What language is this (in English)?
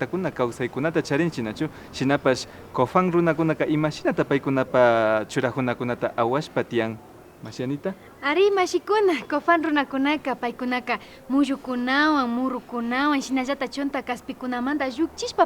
Imbabura Highland Quichua